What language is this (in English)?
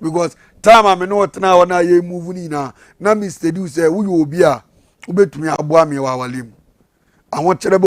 Akan